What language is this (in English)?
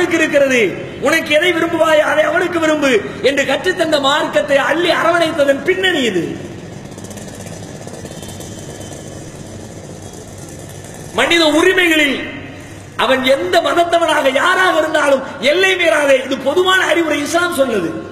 Tamil